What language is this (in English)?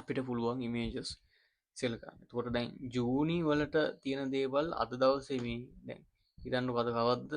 Sinhala